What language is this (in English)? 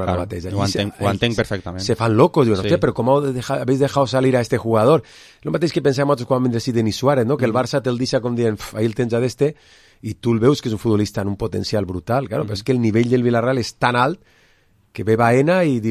Catalan